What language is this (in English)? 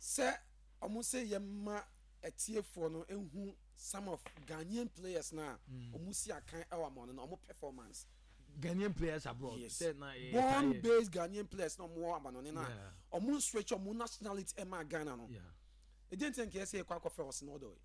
Akan